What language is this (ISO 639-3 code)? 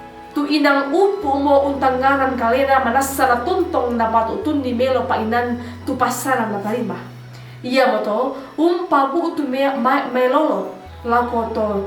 sda